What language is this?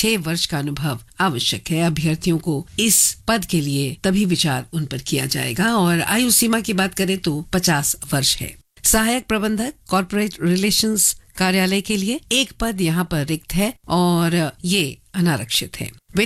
Hindi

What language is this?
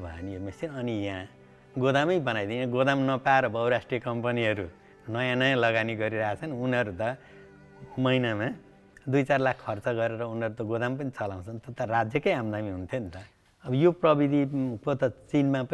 Nepali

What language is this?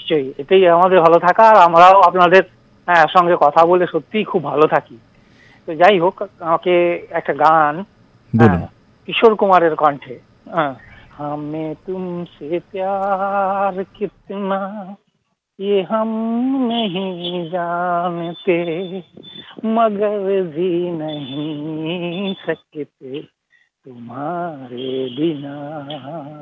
Bangla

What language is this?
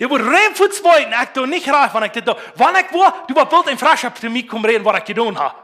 Plautdietsch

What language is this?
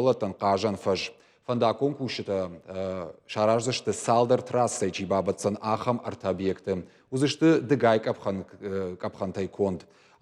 Ossetic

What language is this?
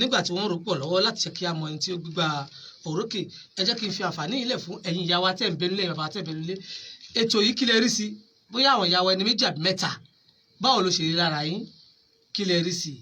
Yoruba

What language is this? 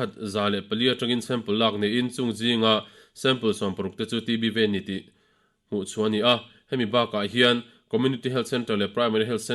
Mizo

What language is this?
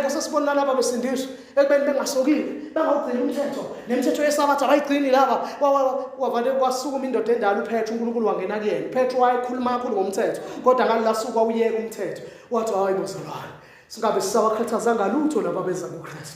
Zulu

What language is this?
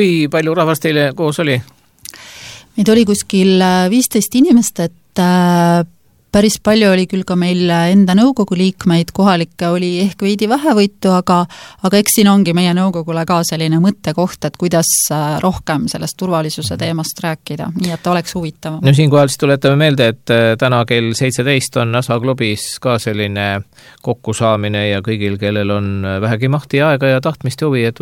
Estonian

